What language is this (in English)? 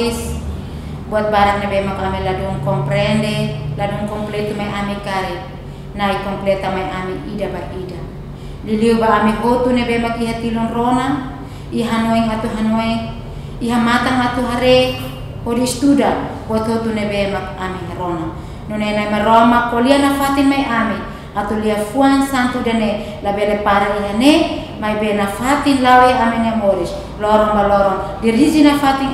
Tetum